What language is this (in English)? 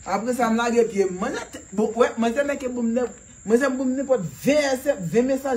Haitian Creole